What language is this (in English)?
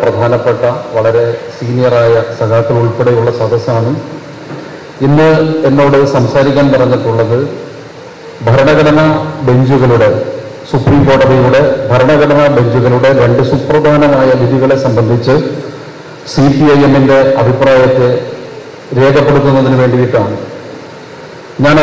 Malayalam